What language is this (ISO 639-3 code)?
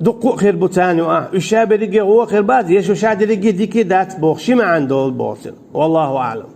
che